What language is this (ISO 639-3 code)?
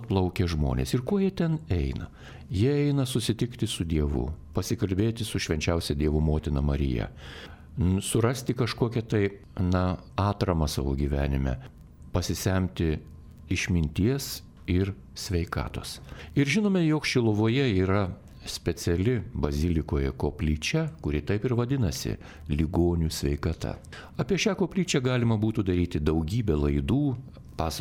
lit